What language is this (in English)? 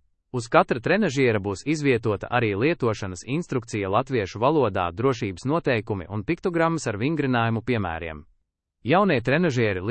Latvian